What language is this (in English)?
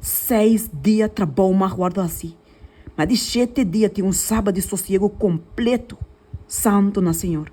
Papiamento